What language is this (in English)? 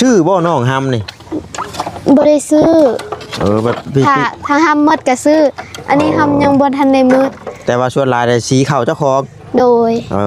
Northeastern Thai